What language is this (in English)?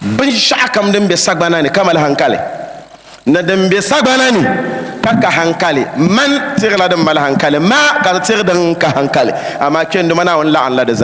Dagbani